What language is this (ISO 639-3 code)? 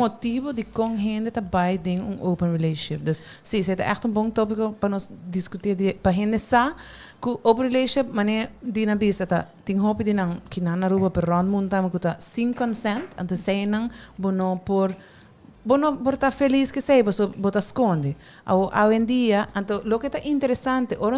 pap